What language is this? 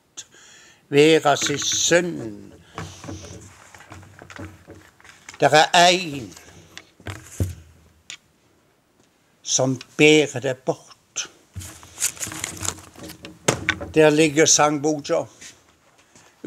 Norwegian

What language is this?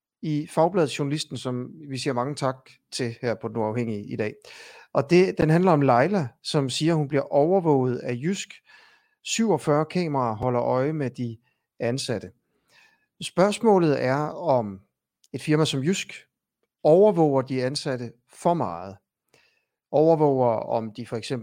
Danish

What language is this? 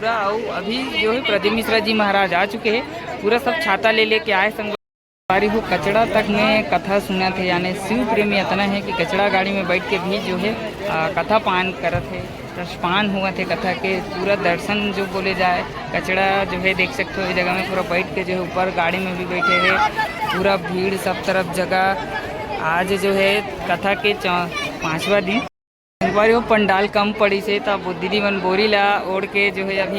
Chhattisgarhi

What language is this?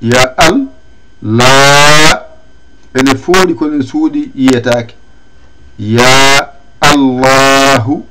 Fula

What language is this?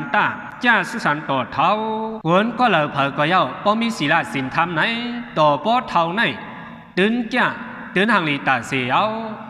Shan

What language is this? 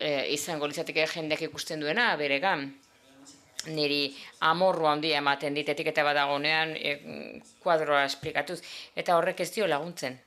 Basque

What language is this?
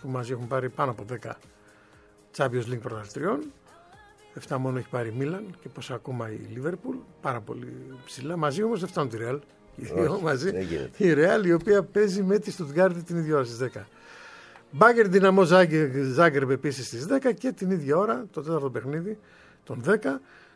Greek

